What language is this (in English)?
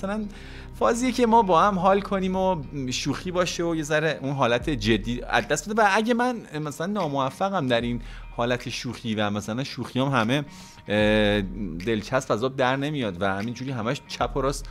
Persian